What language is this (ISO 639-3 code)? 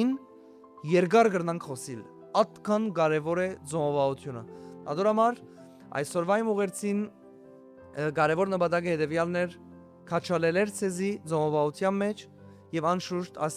hyw